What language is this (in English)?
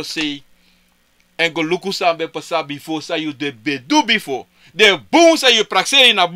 Sranan Tongo